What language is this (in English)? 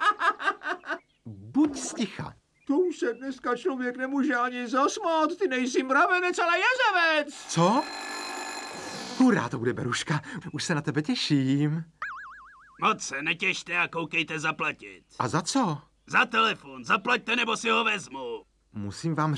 Czech